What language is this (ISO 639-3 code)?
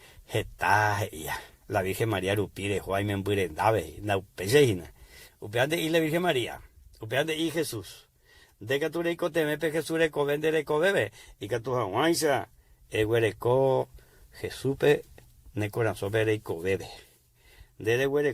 grn